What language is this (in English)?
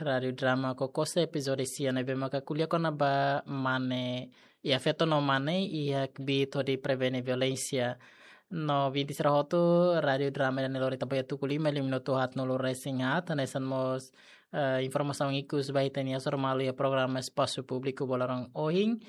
Tetum